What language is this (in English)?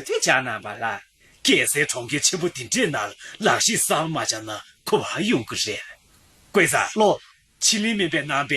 Tibetan